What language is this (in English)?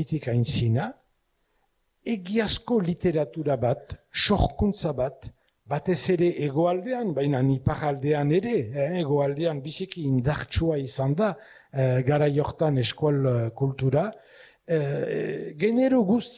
Basque